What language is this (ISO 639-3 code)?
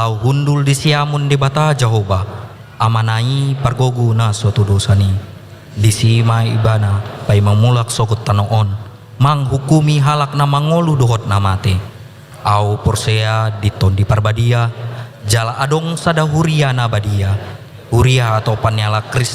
bbc